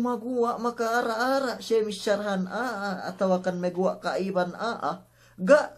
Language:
Yakan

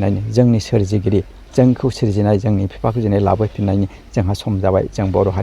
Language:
Bodo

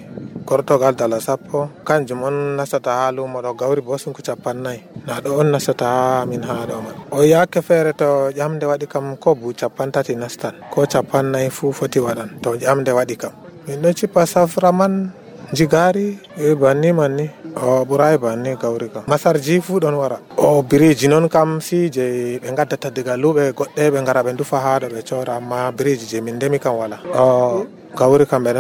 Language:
Nigerian Fulfulde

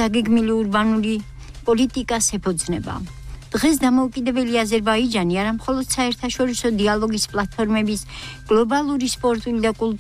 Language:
Georgian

